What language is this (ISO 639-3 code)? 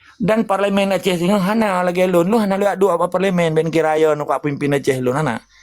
ace